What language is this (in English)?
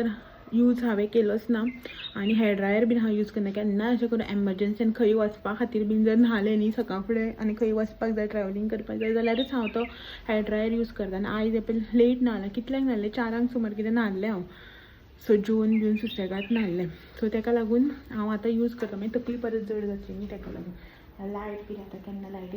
Konkani